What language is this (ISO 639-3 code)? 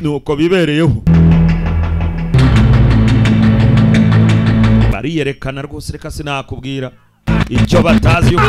kin